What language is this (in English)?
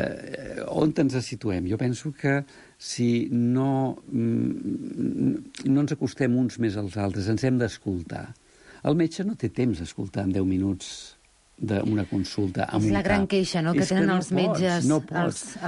Catalan